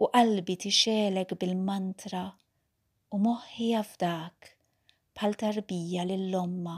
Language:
Maltese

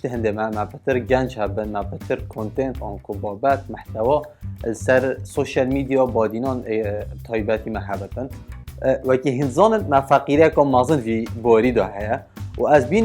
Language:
Kurdish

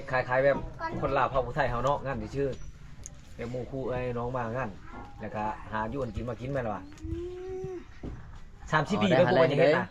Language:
Lao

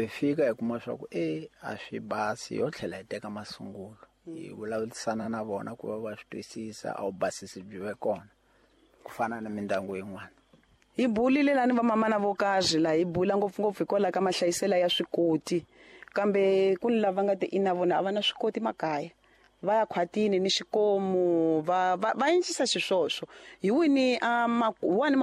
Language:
Tsonga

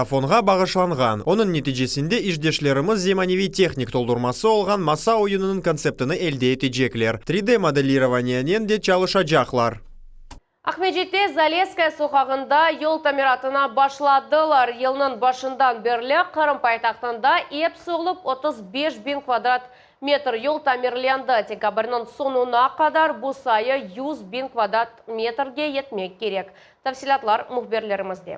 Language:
Crimean Tatar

